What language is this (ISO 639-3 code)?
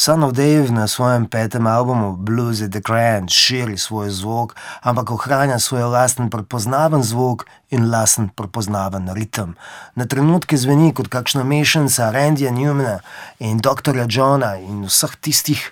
slv